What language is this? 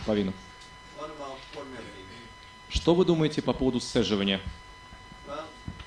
Russian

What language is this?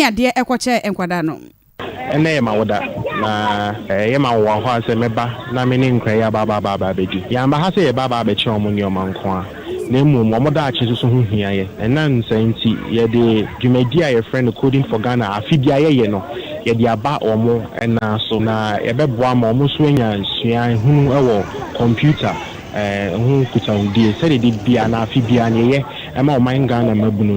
Akan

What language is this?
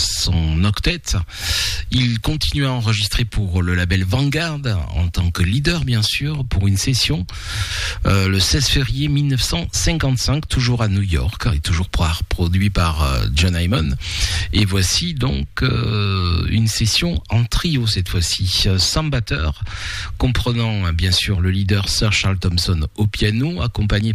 French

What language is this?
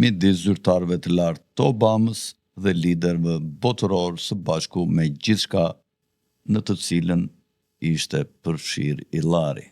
Albanian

